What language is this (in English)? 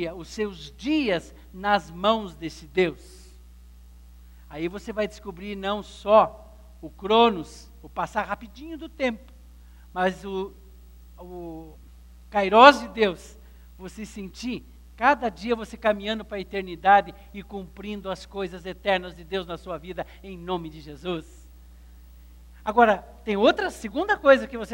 Portuguese